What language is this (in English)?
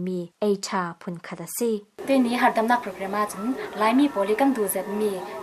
Falam Chin